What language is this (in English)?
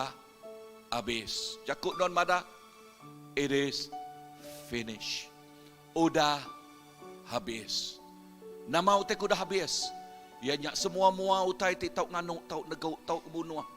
Iban